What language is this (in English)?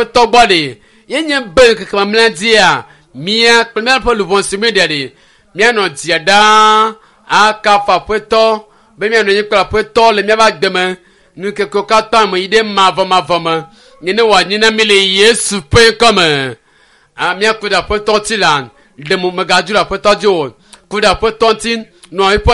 Ewe